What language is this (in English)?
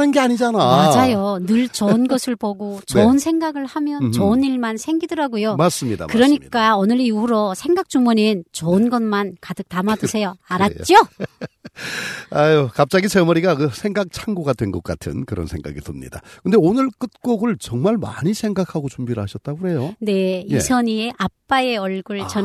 Korean